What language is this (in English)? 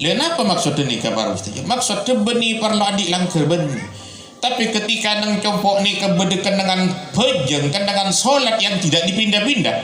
Madurese